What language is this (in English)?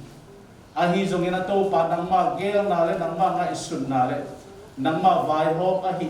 Tedim Chin